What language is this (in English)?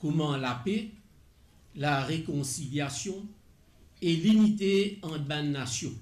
Morisyen